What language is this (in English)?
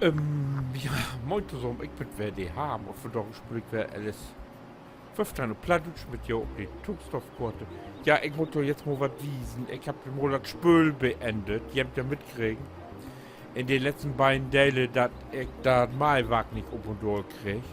Low German